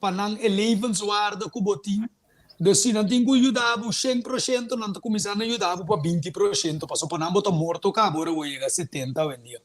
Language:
Papiamento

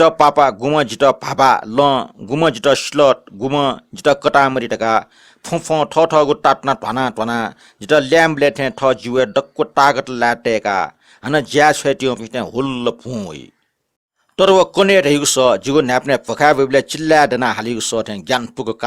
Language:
Newari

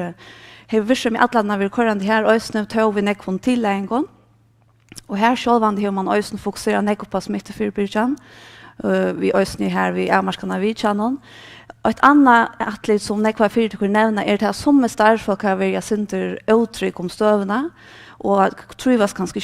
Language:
Faroese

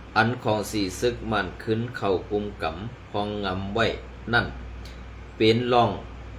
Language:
Shan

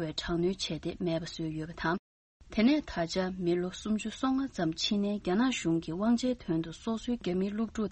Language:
Tibetan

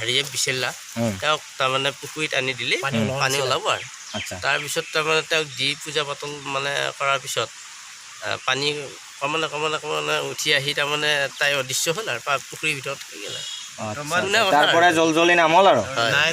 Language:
Assamese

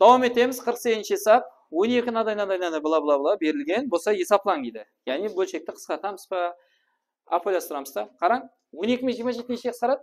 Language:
Kara-Kalpak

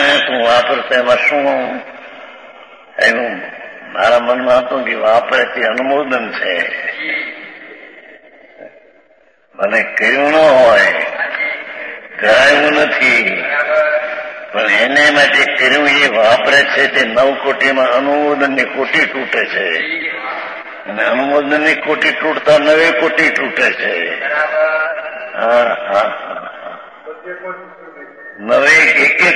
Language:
Gujarati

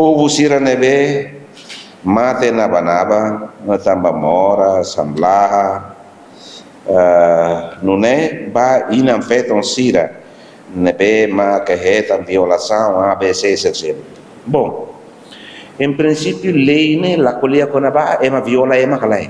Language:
Tetum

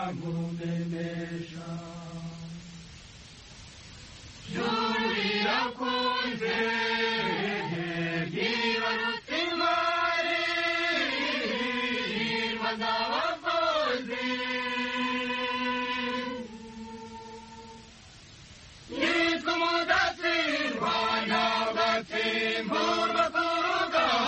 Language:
Kinyarwanda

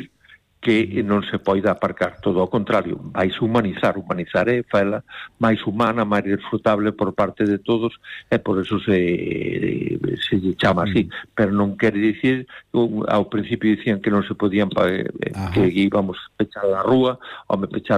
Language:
Galician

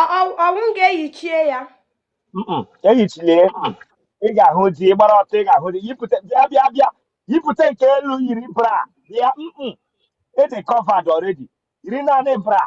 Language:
Igbo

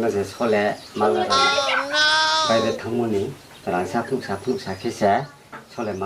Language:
Riang (India)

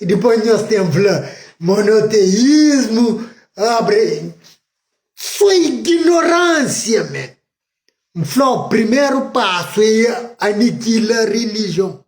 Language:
Kabuverdianu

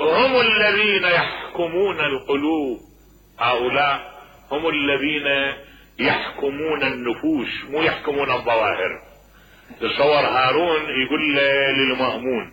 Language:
Mesopotamian Arabic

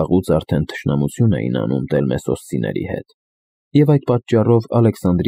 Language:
Armenian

